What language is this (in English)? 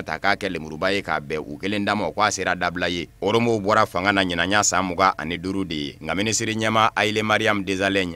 Bambara